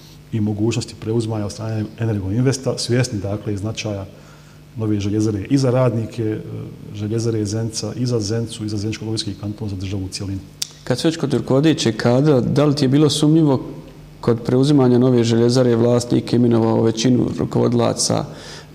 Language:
Bosnian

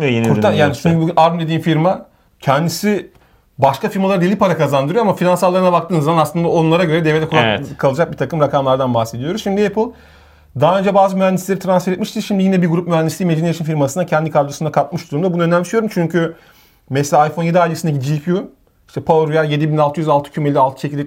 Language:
Turkish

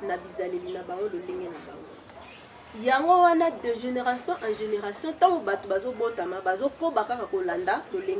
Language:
Lingala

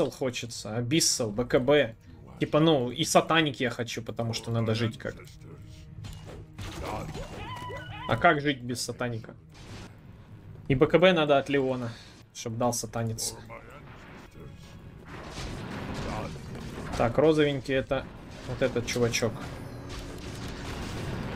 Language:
Russian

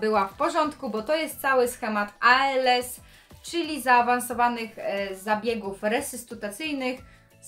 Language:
Polish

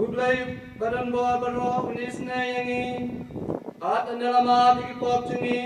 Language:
Khasi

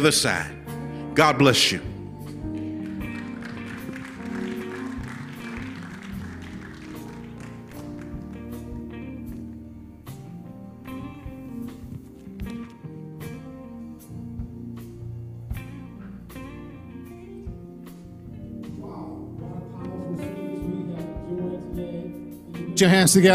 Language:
English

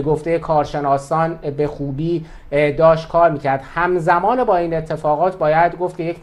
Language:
Persian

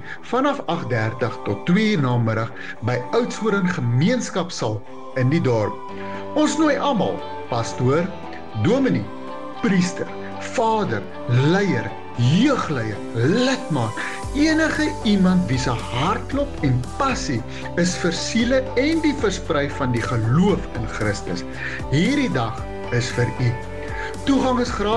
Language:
Afrikaans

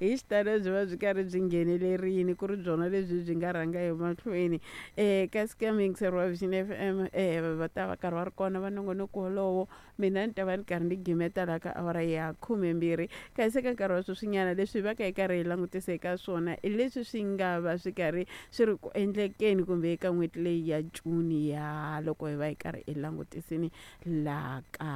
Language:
Tsonga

